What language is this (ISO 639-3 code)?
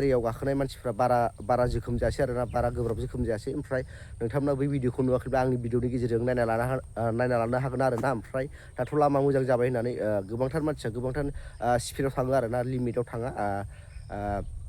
brx